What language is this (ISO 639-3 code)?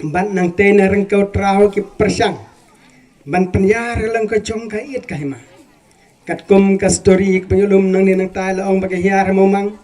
kha